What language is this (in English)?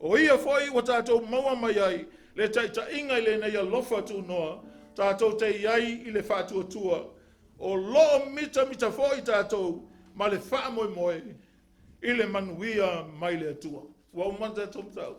Samoan